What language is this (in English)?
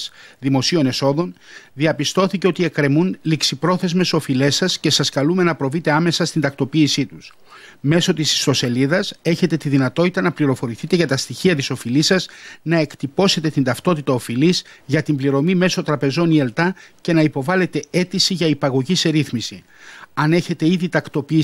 Greek